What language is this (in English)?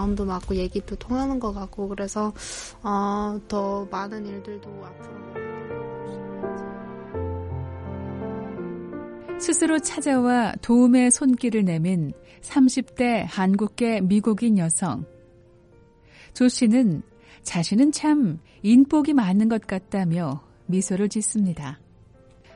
Korean